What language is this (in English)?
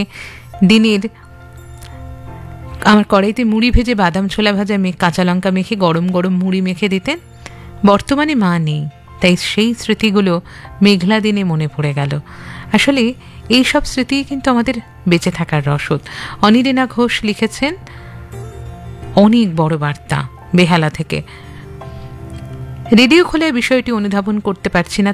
Bangla